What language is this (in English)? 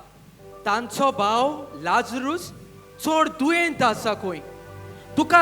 Konkani